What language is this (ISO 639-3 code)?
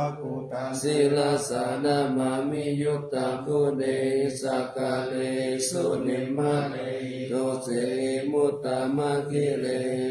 pli